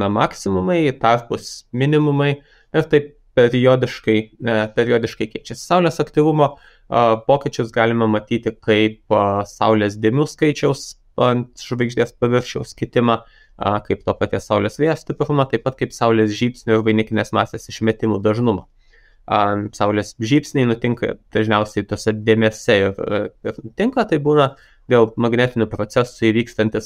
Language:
Lithuanian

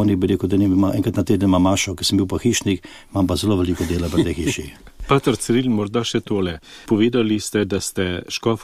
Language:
Slovenian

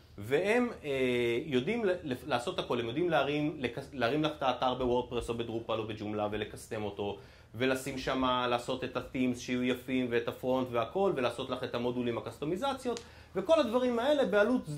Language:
Hebrew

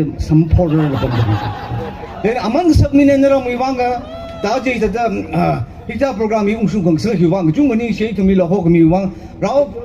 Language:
Tangkhul Naga (India)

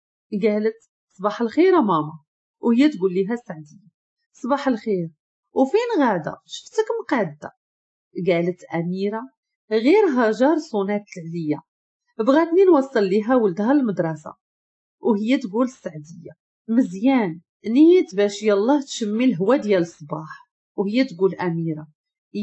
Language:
Moroccan Arabic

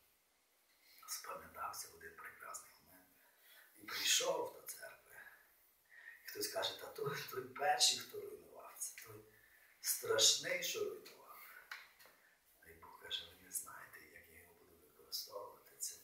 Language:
Ukrainian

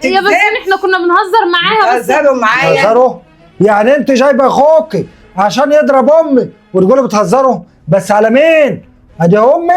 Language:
Egyptian Arabic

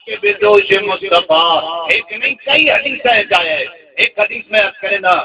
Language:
Saraiki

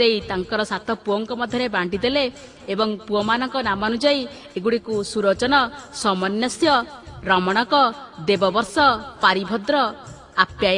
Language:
Odia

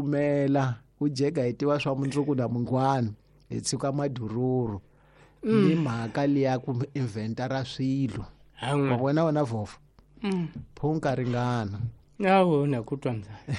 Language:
Tsonga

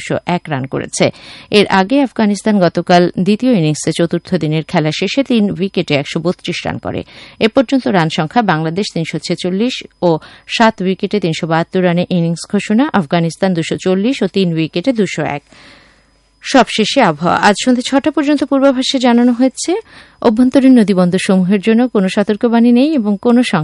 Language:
Bangla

